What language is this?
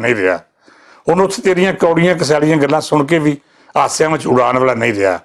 Western Panjabi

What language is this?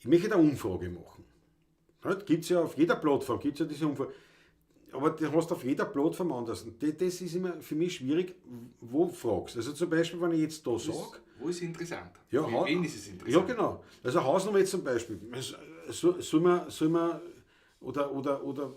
Bavarian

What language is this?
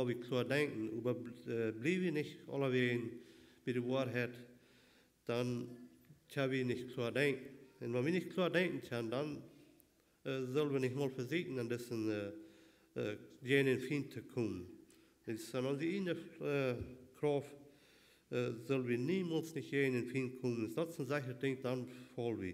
Plautdietsch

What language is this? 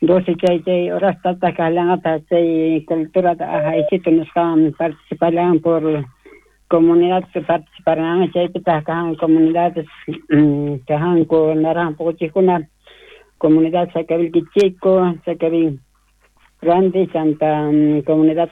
South Bolivian Quechua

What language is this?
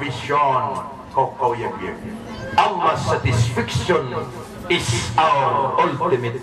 Maranao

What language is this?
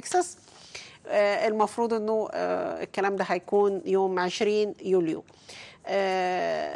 Egyptian Arabic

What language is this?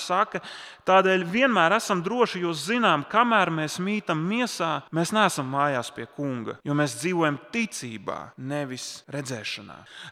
Latvian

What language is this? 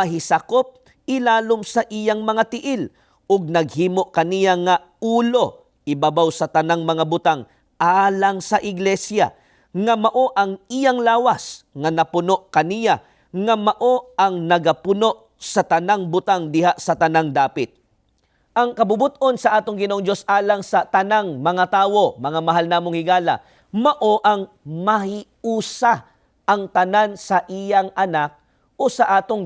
Cebuano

